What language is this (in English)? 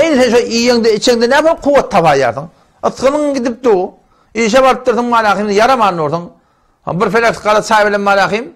Turkmen